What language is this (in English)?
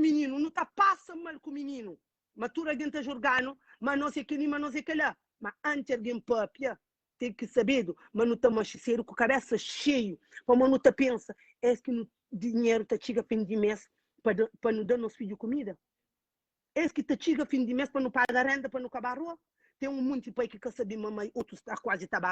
Kabuverdianu